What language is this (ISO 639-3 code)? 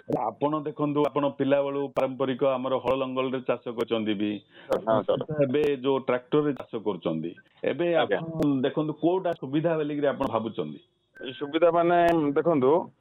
ori